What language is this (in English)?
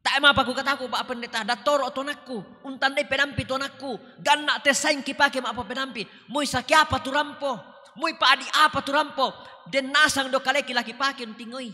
Toraja-Sa'dan